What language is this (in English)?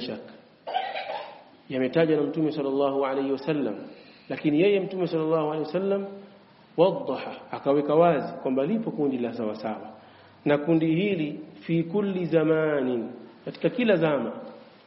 Swahili